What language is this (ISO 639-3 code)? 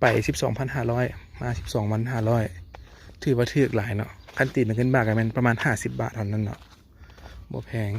lao